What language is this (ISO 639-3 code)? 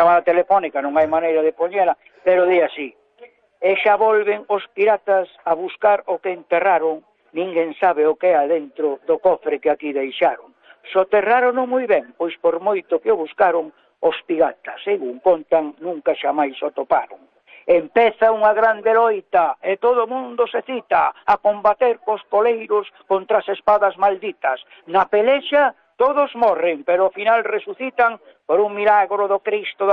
glg